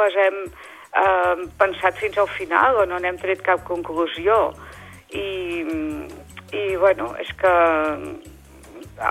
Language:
Catalan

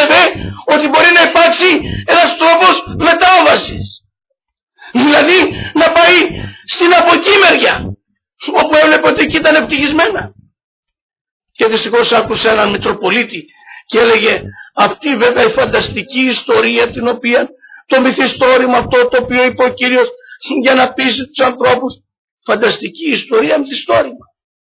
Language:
Greek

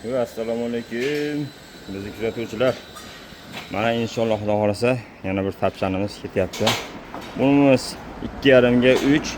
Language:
Uzbek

